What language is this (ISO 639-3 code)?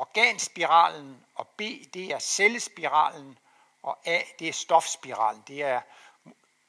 dan